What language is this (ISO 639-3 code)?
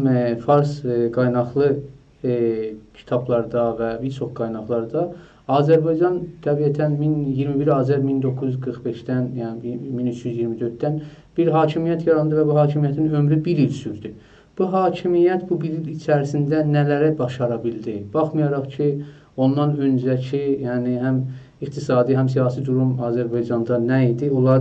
azb